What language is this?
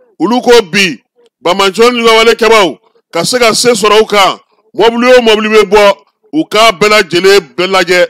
Bambara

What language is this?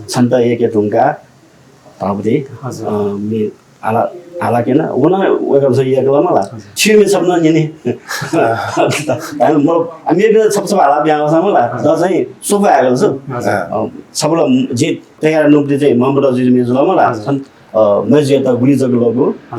Newari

